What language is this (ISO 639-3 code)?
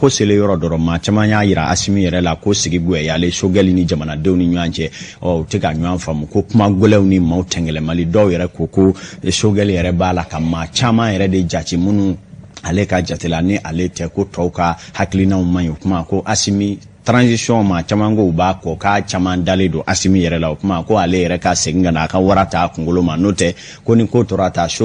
bam